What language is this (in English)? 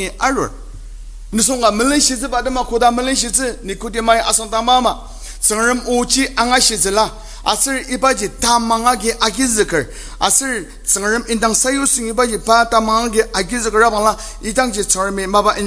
Ao Naga